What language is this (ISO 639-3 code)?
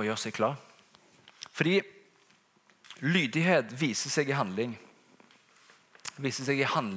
nor